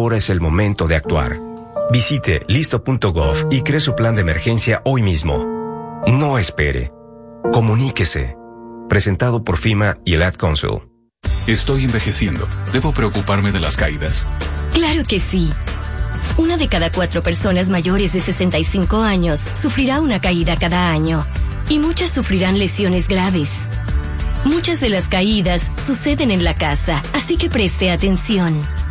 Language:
Spanish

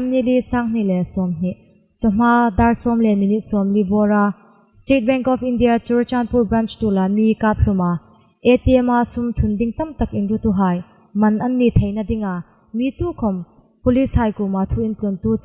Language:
Hmar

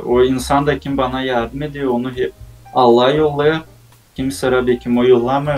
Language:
Gagauz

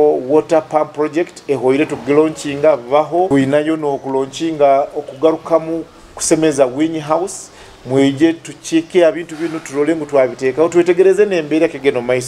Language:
Nyoro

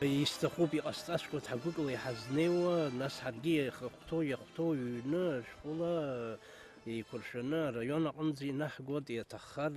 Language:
Abkhazian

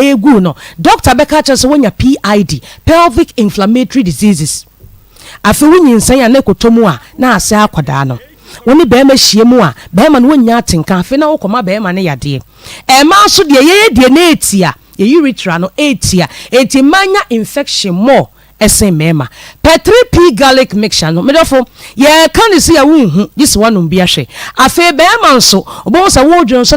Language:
Akan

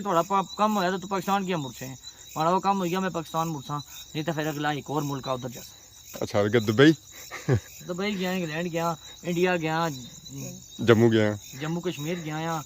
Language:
Pahari-Potwari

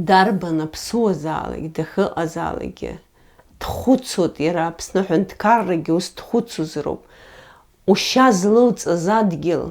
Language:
Abkhazian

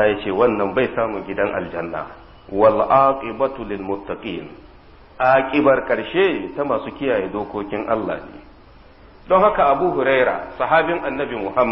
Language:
Hausa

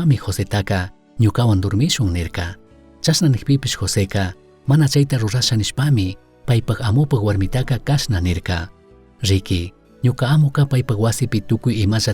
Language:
Chimborazo Highland Quichua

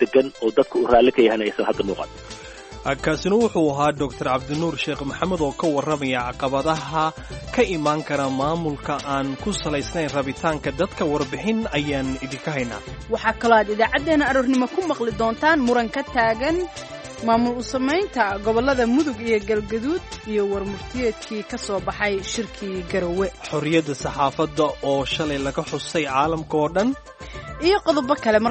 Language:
Somali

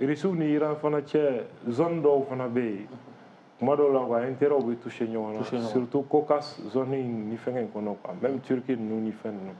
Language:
Bambara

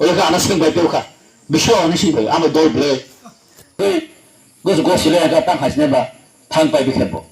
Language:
Kok Borok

